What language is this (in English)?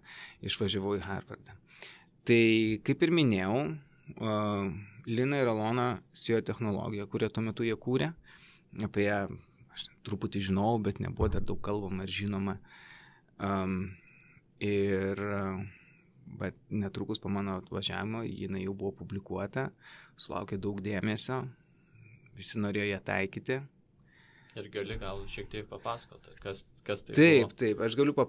Lithuanian